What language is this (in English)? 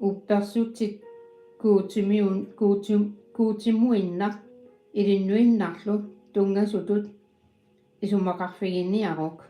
Kalaallisut